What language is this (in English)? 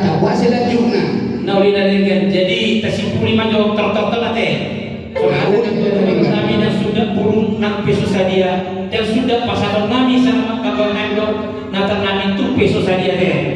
Batak Toba